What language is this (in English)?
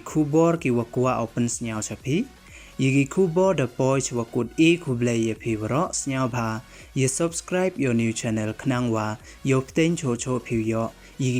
Pnar